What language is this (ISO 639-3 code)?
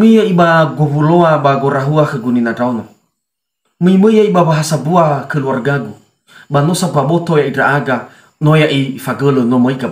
nia